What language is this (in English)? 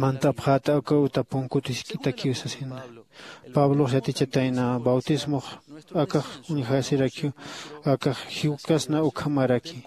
Aymara